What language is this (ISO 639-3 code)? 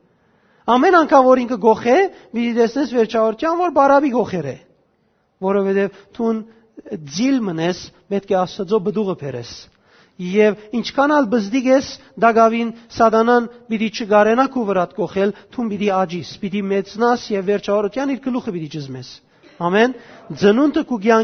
hyw